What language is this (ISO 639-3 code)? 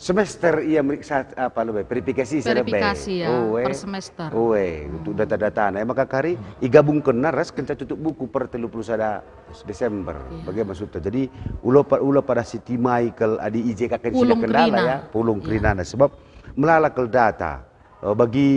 btx